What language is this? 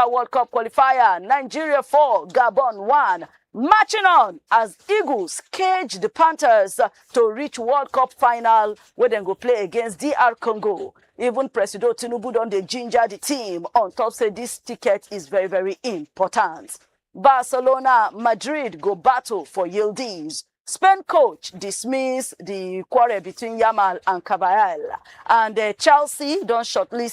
Nigerian Pidgin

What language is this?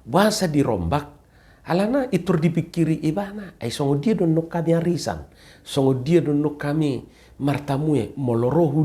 Batak Toba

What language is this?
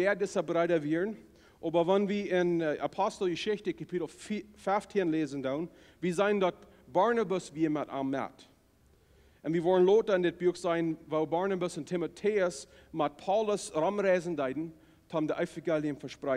Plautdietsch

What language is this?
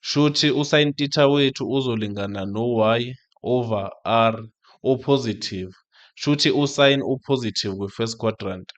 Zulu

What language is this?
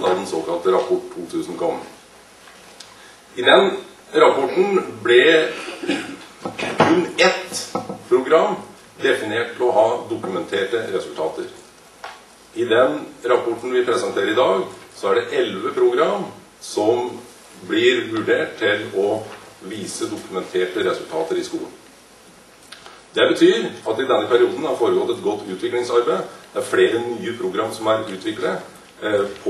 Norwegian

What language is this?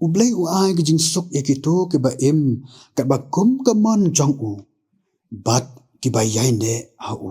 Khasi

